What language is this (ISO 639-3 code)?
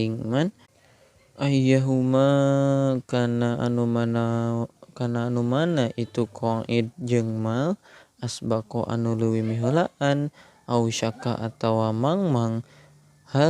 sun